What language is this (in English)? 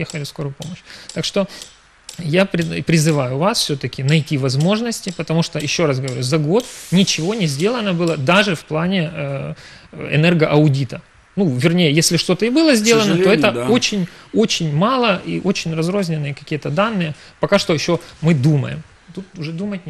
Russian